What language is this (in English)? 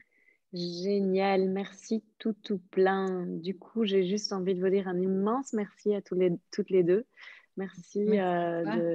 French